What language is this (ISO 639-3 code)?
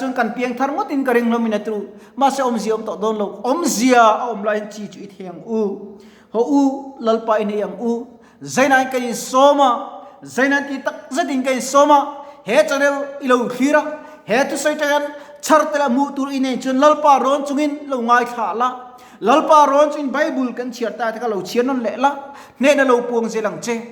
lus